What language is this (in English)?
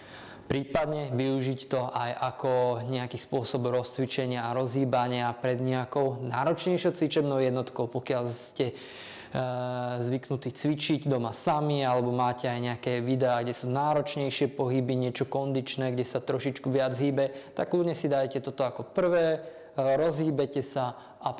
Slovak